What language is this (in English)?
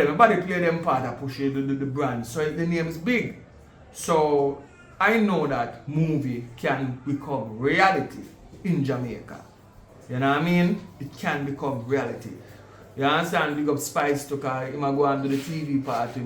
Jamaican Creole English